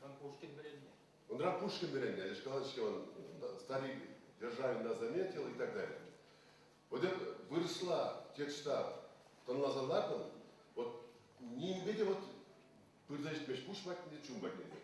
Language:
Chuvash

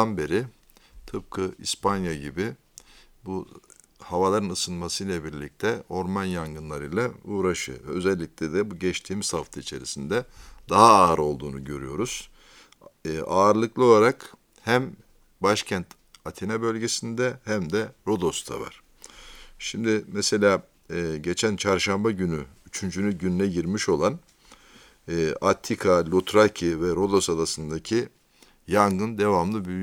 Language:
Turkish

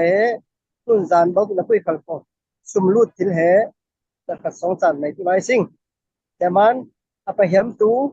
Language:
Falam Chin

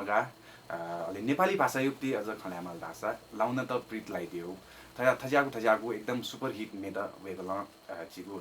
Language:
Newari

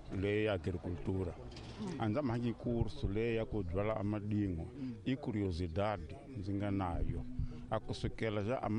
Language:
Tsonga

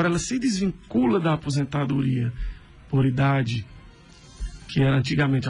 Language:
Portuguese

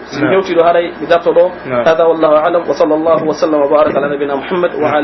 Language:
Pular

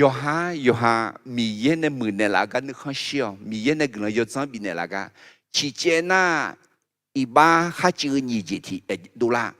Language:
Akha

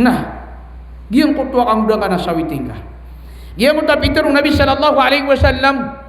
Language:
Maranao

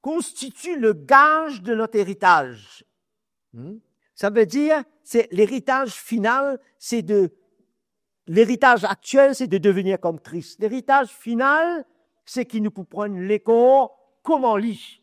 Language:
Morisyen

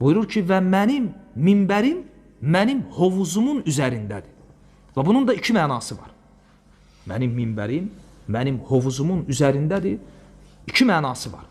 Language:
Azerbaijani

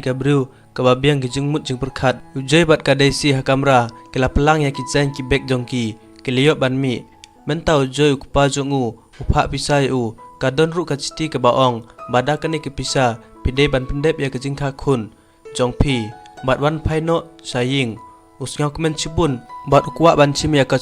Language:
Khasi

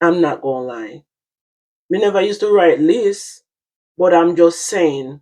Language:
Jamaican Creole English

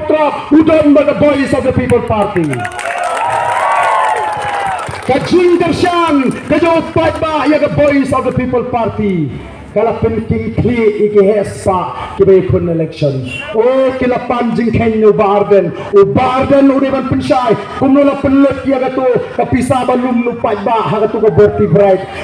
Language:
Khasi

